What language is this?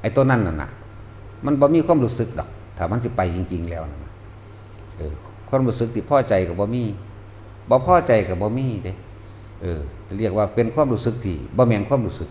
Northeastern Thai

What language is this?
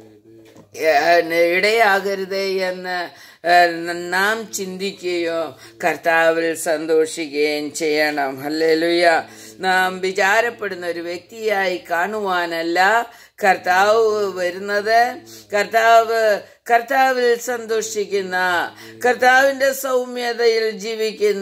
Malayalam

